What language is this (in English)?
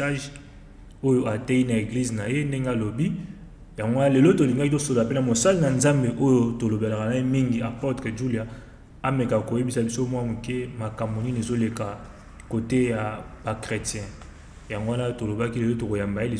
Lingala